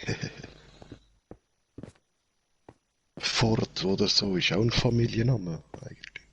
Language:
Swiss German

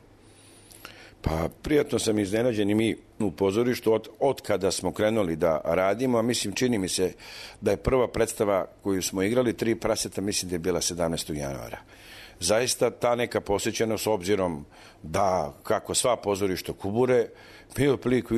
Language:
Serbian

